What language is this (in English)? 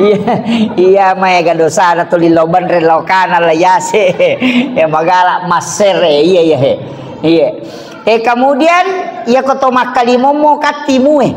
Buginese